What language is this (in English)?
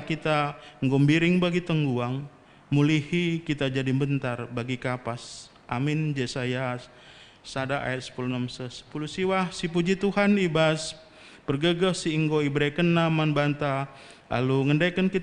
Batak Karo